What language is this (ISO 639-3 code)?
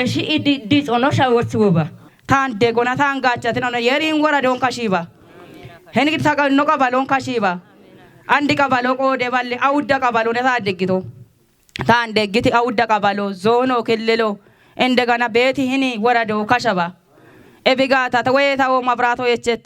kbr